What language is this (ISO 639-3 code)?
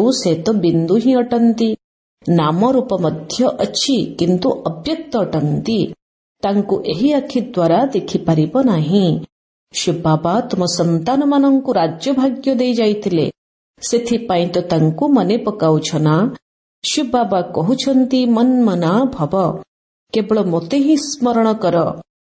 ori